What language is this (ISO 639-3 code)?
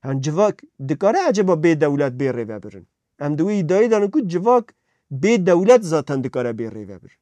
kur